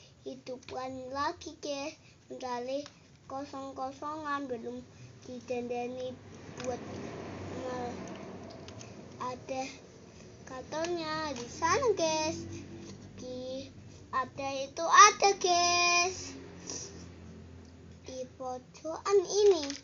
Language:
Indonesian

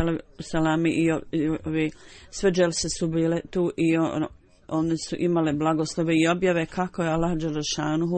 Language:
Bosnian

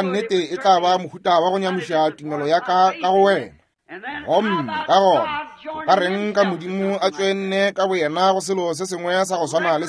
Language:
Northern Sotho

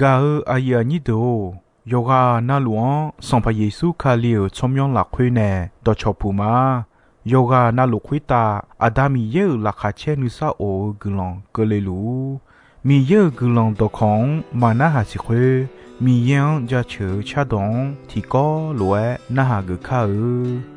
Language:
Akha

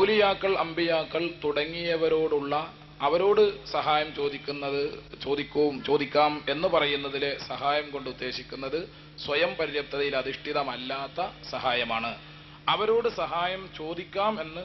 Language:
Malayalam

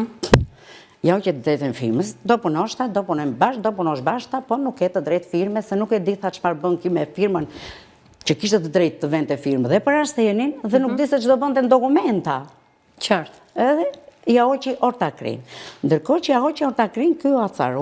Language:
Albanian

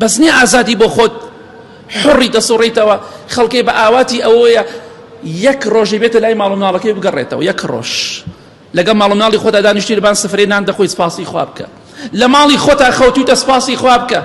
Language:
Central Kurdish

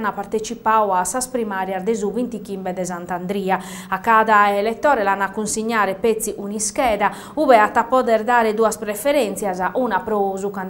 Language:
Sardinian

